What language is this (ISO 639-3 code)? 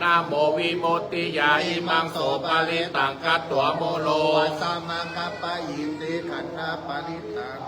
pli